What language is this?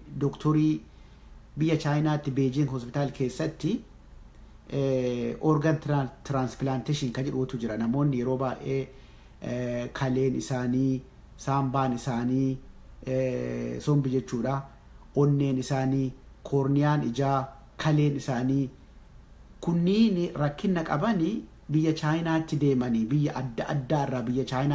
Oromo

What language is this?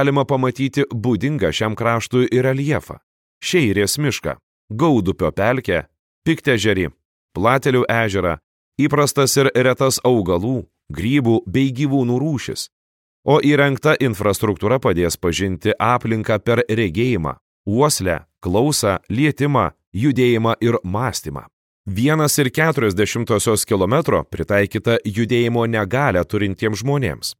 Lithuanian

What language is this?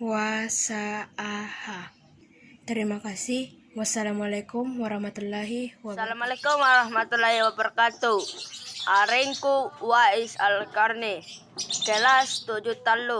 Makasar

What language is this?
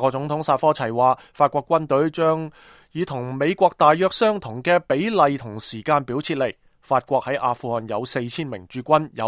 Cantonese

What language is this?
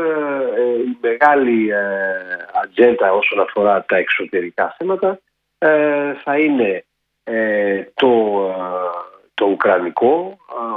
Greek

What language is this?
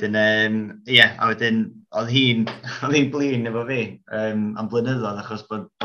Welsh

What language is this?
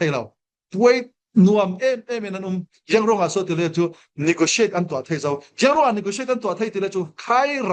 Falam Chin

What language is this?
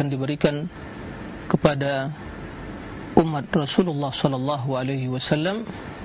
Indonesian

